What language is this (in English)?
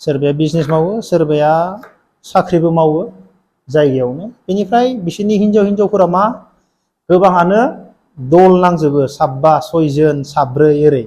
Bodo